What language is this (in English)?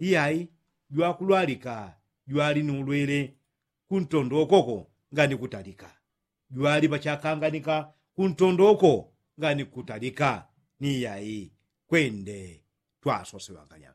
Yao